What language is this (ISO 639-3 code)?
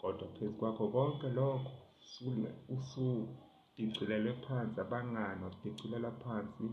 zul